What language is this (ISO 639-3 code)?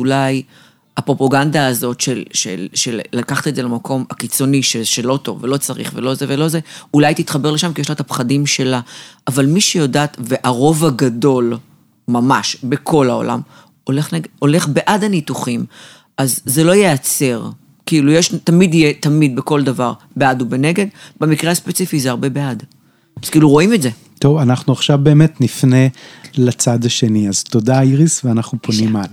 heb